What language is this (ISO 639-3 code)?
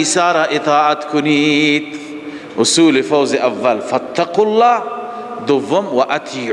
fas